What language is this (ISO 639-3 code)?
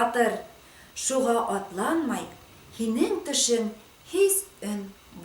bak